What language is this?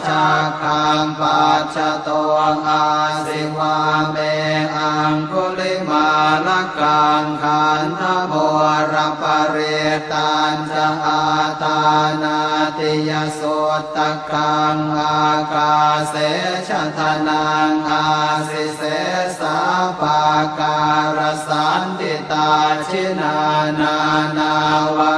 Pali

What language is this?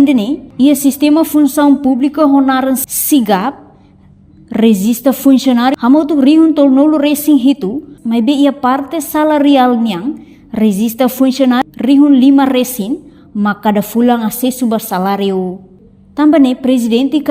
Tetum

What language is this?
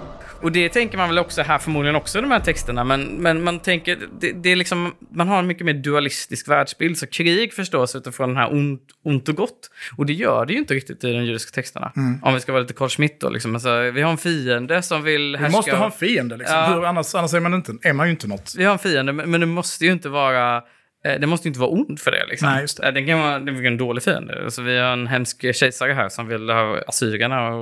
Swedish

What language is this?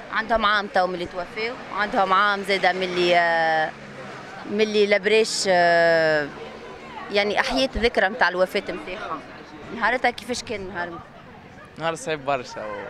Tunisian Arabic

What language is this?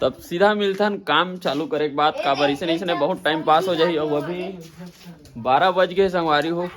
Chhattisgarhi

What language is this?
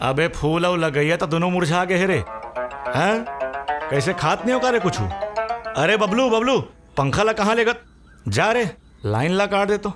Chhattisgarhi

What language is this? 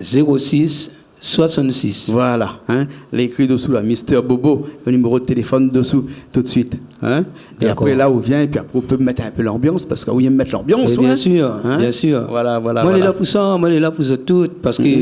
Réunion Creole French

